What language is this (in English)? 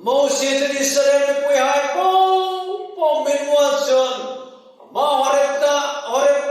Hmar